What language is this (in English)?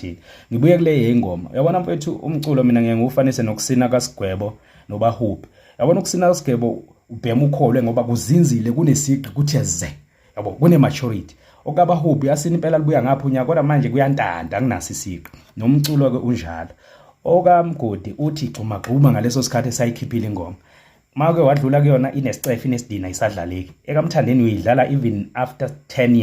Zulu